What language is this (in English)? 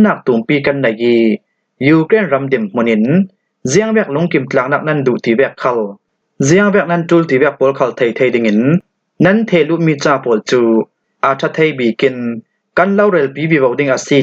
Falam Chin